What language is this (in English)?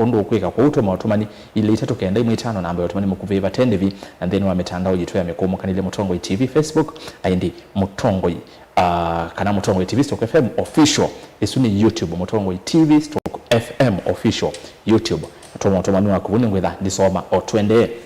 Kamba